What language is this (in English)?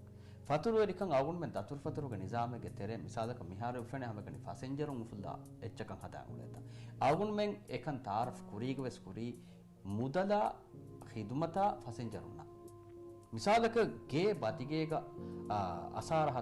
Divehi